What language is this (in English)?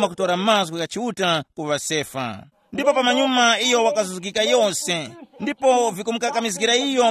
Tumbuka